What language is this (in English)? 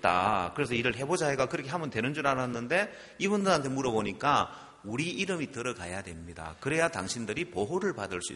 Korean